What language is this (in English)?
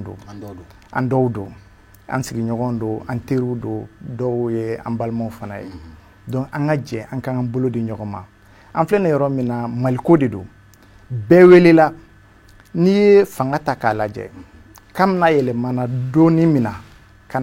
Bambara